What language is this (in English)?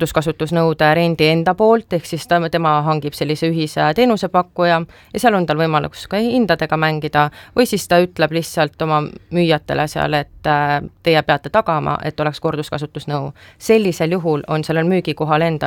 Estonian